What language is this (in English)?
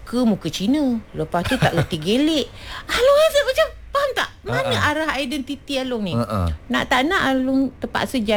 Malay